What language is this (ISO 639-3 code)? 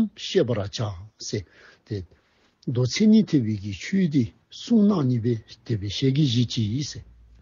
dzo